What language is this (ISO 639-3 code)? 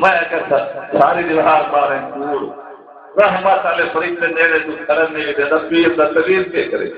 skr